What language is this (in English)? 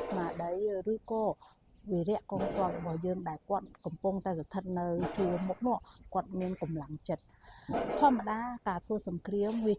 Khmer